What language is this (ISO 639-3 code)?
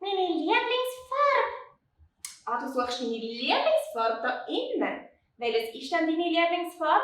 gsw